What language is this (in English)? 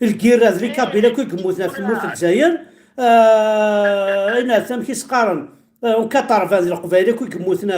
Kabyle